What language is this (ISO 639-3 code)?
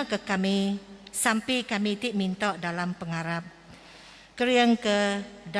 iba